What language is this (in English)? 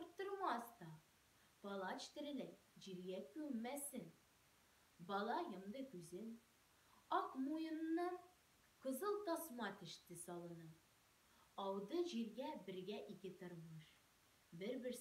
Tatar